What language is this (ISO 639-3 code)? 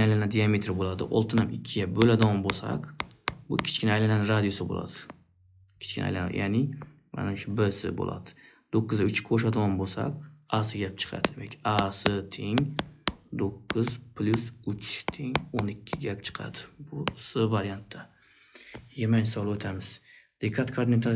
uzb